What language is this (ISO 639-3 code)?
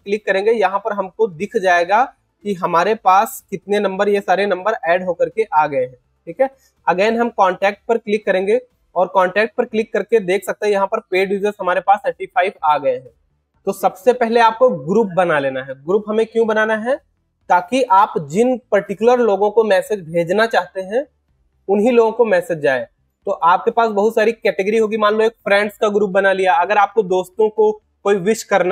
hin